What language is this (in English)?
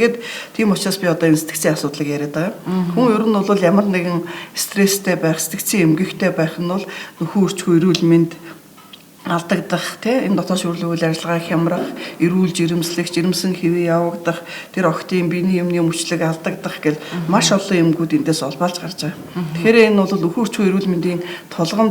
Mongolian